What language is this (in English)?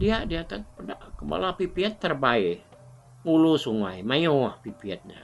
Iban